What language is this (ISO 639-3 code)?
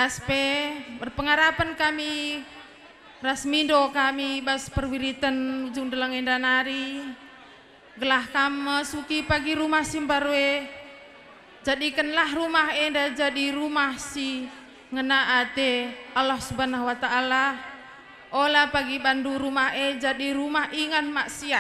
btx